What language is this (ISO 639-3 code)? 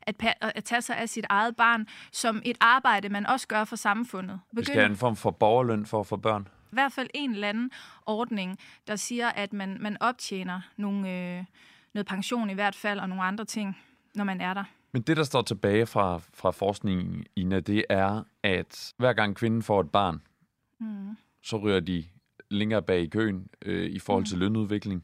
dan